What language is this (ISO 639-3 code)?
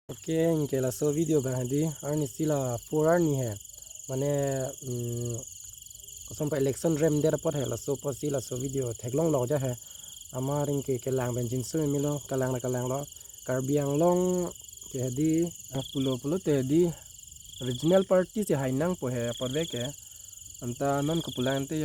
mjw